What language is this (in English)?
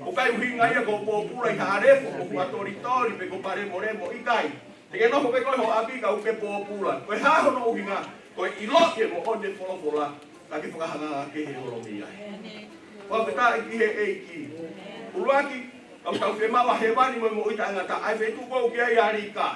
Tongan